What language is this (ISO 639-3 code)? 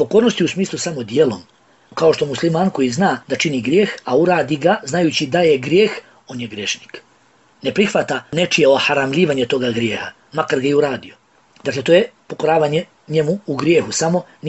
bos